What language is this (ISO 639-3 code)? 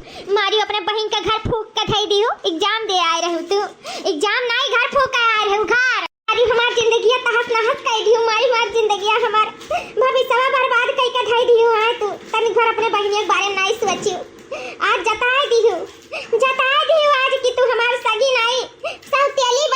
awa